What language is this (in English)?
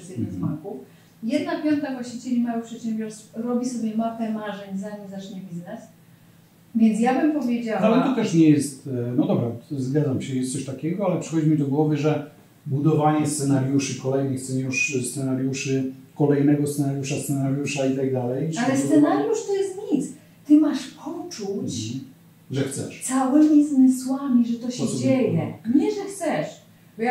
Polish